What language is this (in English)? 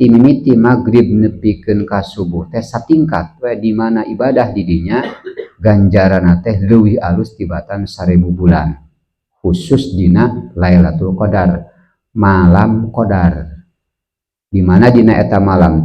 Sundanese